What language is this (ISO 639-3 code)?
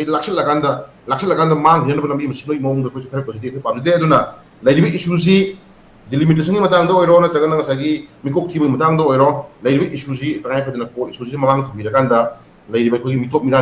mni